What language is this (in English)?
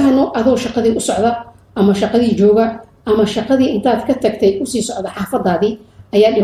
Somali